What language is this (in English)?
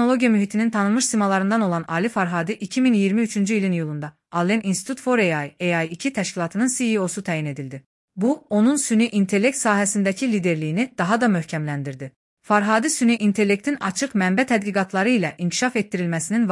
Azerbaijani